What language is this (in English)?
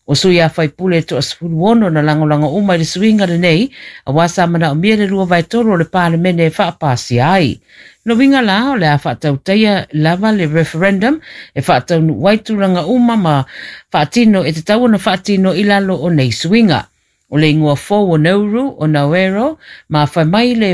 Samoan